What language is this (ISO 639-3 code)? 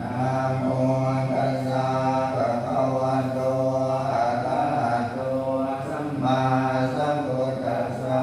pli